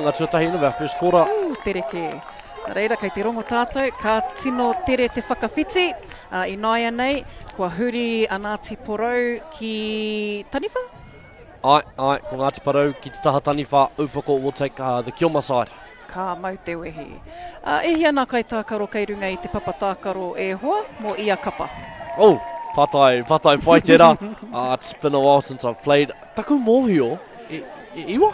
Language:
Māori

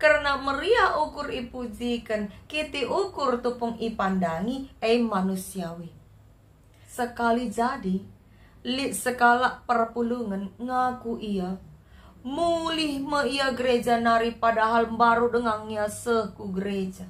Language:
Batak Karo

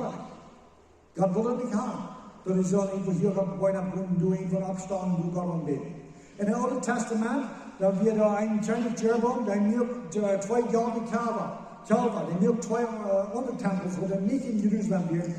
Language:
Plautdietsch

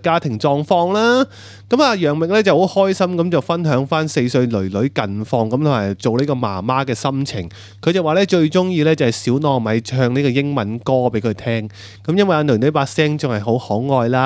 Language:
Cantonese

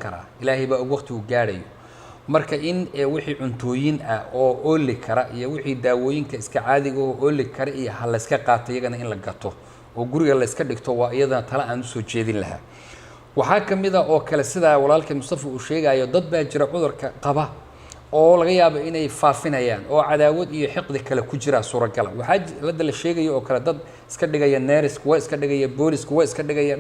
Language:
Somali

